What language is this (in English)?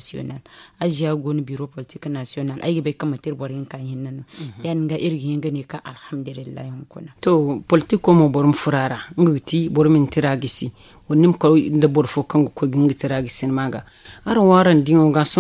Zarma